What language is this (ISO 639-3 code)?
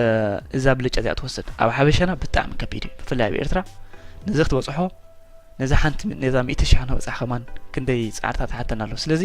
tir